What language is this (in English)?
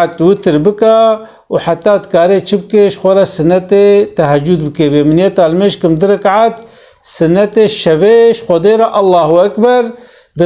Kurdish